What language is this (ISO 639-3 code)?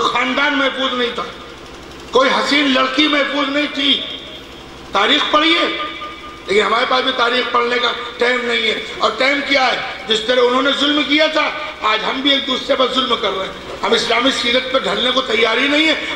urd